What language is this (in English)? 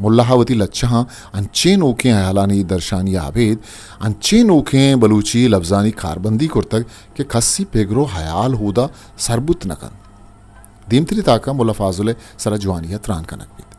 Eastern Balochi